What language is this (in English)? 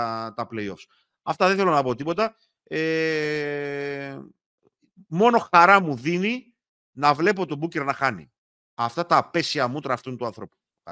Greek